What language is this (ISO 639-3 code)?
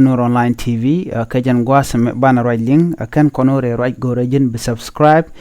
nus